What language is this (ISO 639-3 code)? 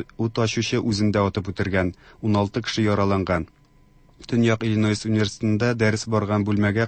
tat